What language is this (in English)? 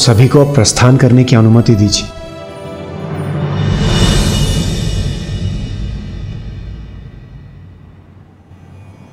Hindi